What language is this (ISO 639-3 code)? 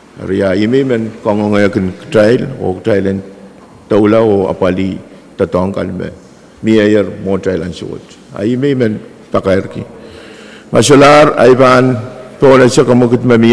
pon